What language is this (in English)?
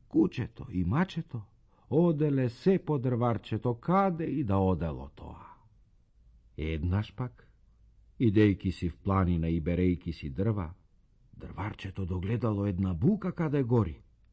Macedonian